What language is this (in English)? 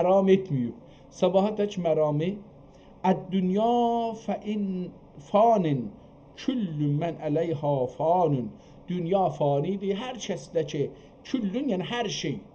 South Azerbaijani